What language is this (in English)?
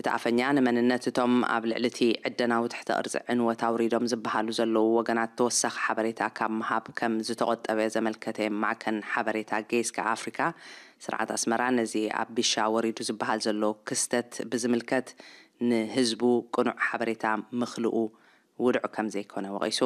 Tigrinya